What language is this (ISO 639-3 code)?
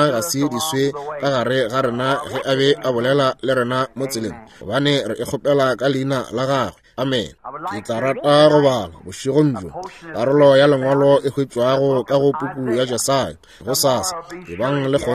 nso